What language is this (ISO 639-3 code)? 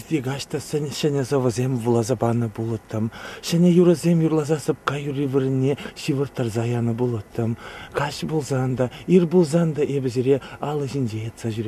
chv